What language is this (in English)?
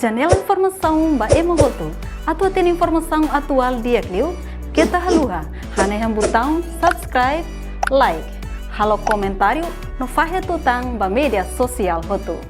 Tetum